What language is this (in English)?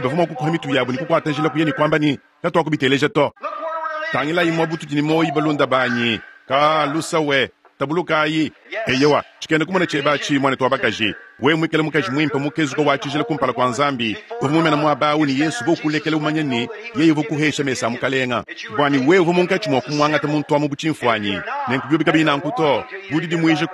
Luba-Lulua